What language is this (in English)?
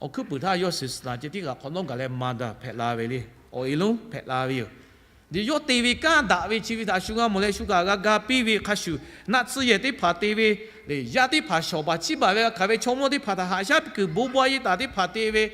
Lahu